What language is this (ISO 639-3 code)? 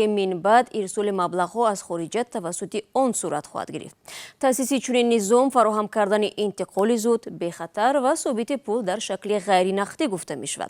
tgk